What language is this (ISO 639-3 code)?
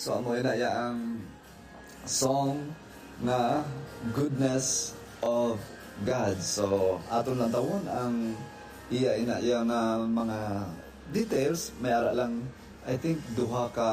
hil